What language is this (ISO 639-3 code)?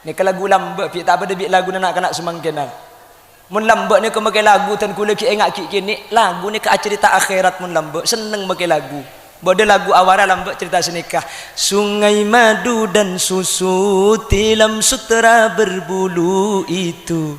mad